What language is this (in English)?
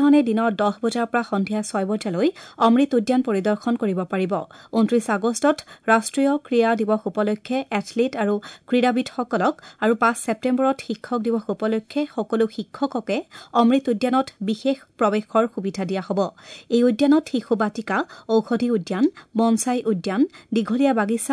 Assamese